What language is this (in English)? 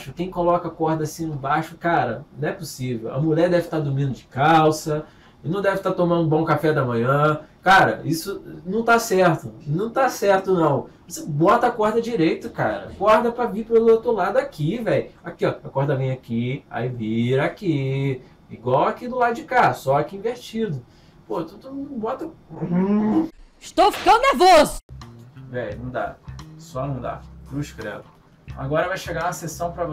Portuguese